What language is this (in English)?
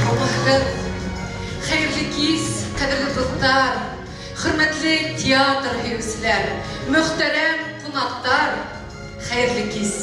Bashkir